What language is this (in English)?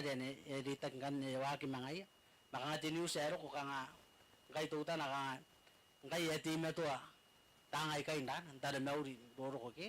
Gilbertese